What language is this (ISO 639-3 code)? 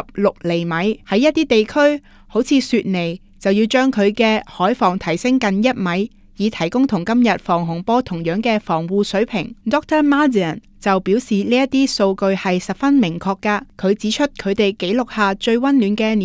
yue